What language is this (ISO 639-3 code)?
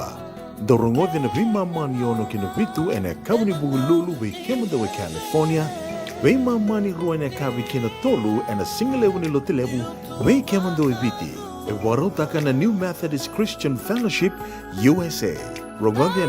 fij